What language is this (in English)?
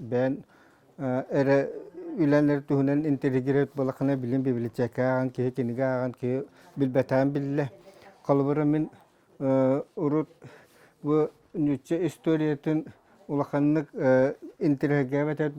Yakut